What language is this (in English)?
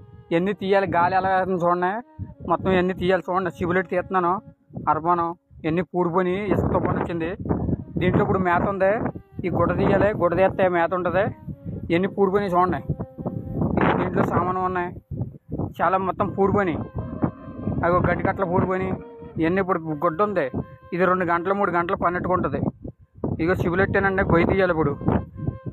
Telugu